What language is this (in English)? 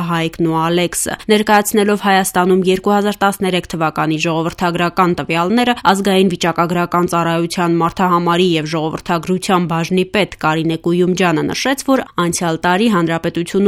Armenian